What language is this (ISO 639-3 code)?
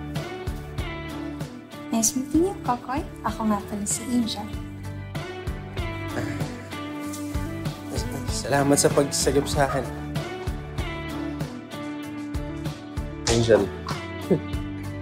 fil